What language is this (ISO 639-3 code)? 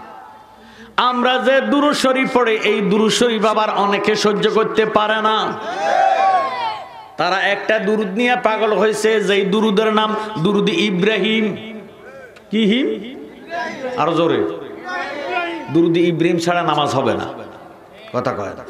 ben